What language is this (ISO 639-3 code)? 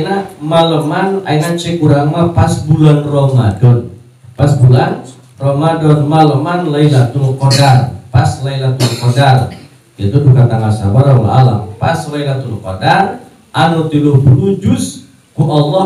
sun